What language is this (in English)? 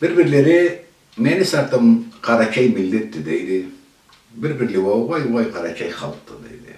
Karachay-Balkar